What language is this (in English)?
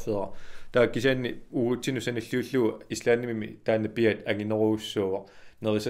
Kalaallisut